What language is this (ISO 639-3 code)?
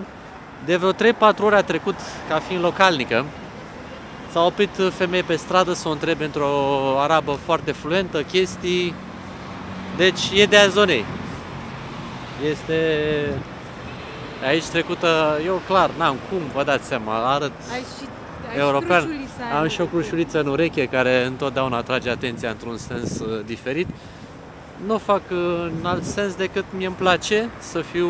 ron